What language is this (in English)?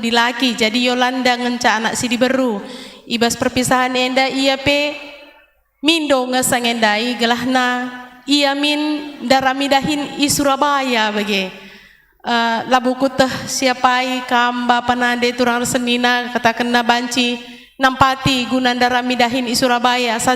Batak Karo